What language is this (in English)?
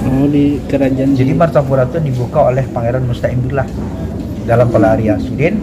Banjar